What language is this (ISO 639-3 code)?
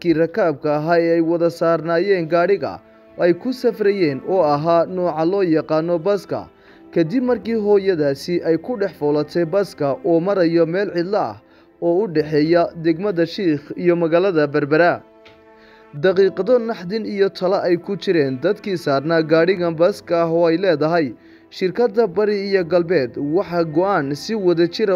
som